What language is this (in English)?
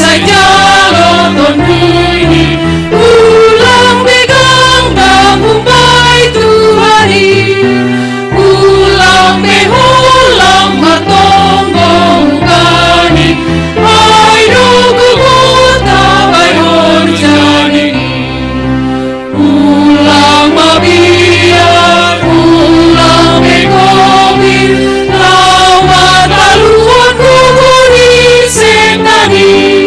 Batak Simalungun